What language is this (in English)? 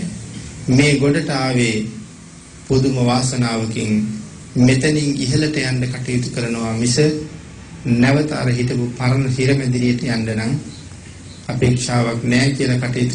Sinhala